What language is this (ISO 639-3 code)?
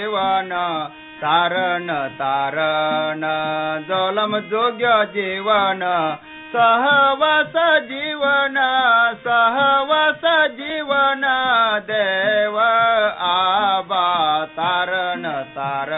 mar